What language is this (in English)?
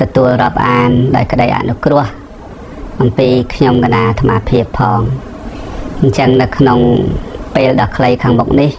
Khmer